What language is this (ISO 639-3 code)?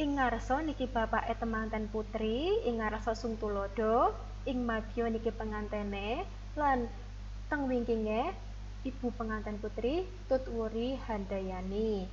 jav